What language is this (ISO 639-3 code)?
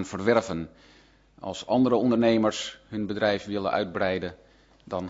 nld